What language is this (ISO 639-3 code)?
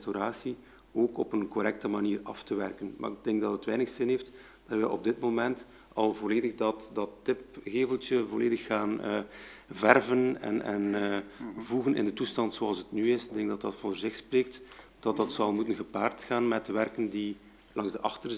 nld